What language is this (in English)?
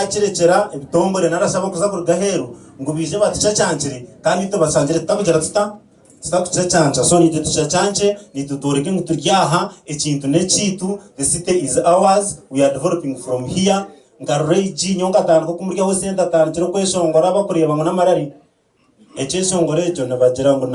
Nyankole